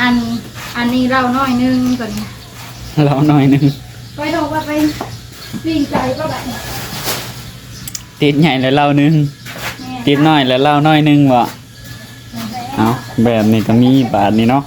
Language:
Northeastern Thai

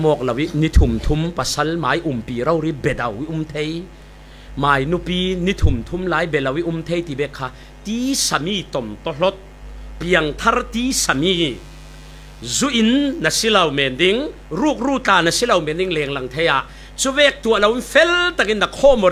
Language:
Falam Chin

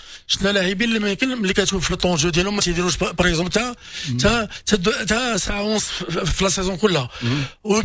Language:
Moroccan Arabic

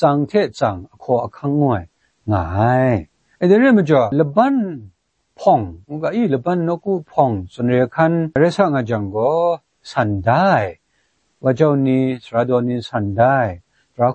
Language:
Kachin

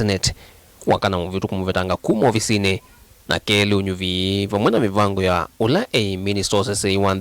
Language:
Kamba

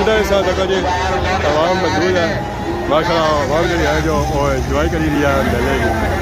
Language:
Pahari-Potwari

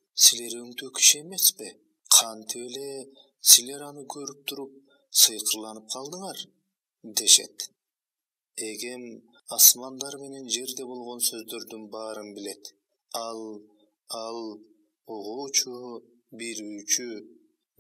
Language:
Kyrgyz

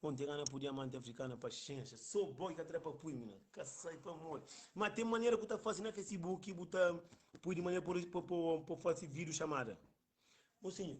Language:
Kabuverdianu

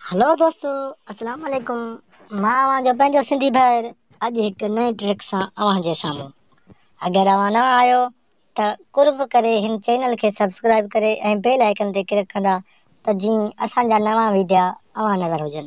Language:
Sindhi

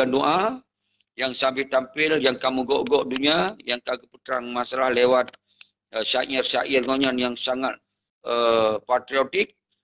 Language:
Achinese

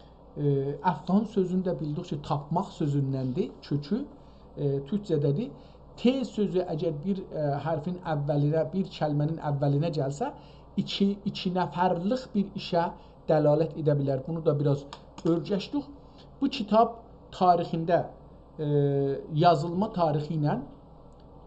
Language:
South Azerbaijani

